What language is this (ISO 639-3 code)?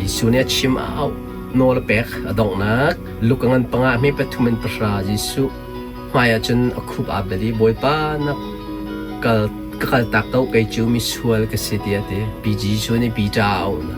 cnh